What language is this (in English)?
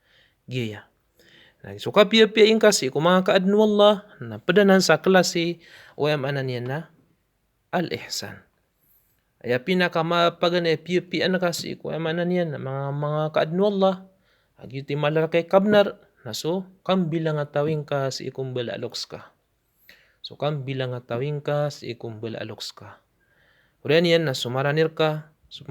Maranao